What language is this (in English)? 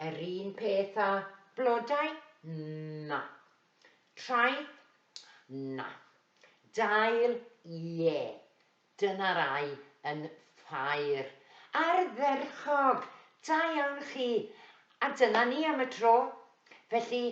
Welsh